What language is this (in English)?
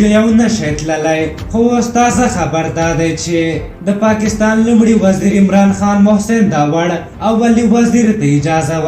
Pashto